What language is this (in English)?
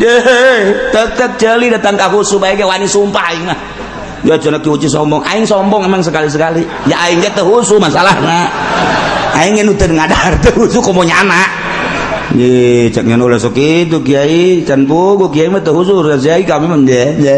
Sundanese